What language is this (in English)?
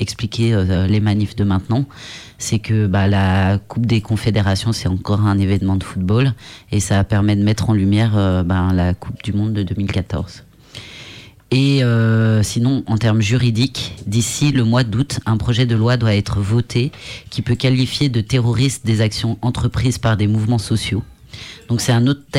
French